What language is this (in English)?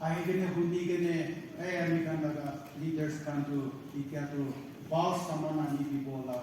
Naga Pidgin